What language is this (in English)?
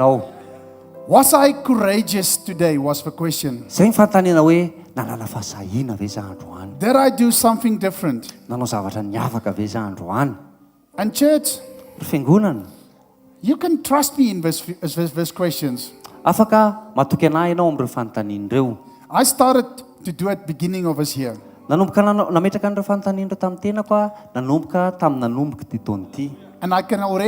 Malagasy